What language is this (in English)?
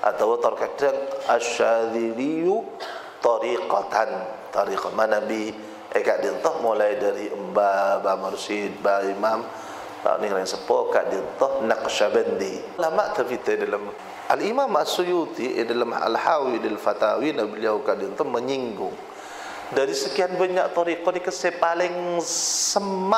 Madurese